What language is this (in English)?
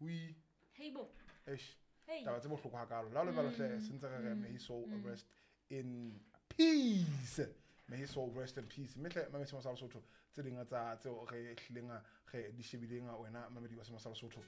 Southern Sotho